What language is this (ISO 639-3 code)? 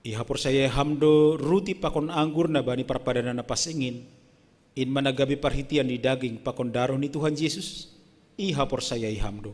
bts